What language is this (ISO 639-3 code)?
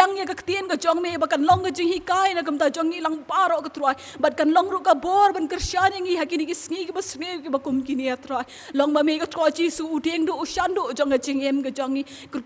kha